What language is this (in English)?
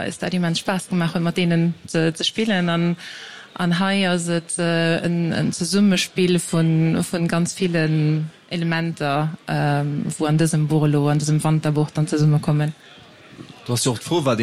Luxembourgish